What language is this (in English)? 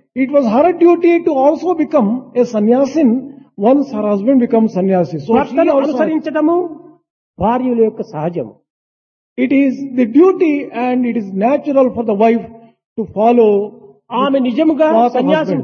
Telugu